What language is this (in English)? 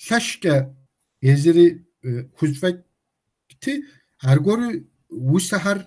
Kabardian